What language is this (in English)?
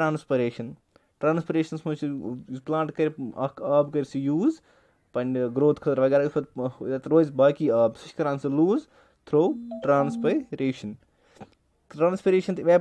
Kashmiri